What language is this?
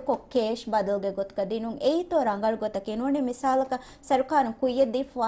Divehi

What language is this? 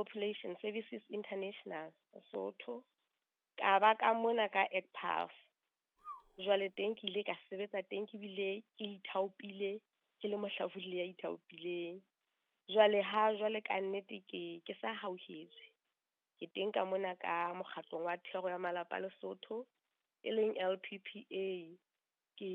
Southern Sotho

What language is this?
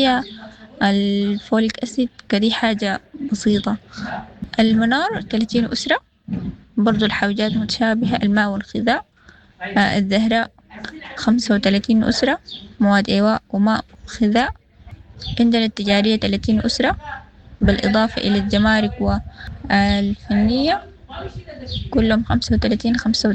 Sudanese Arabic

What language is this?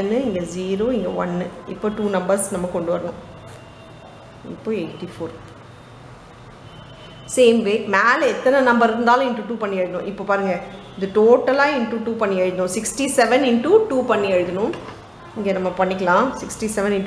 Tamil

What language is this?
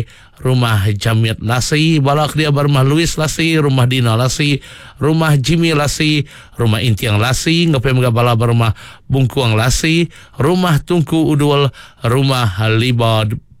Iban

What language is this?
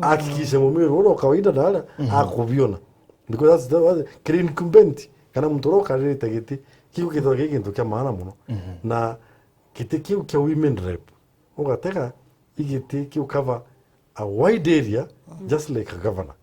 Meru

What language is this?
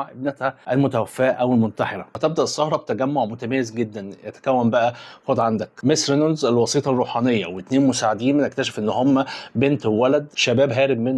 Egyptian Arabic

